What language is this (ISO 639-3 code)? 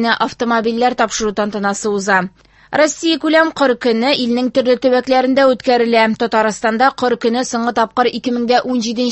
tat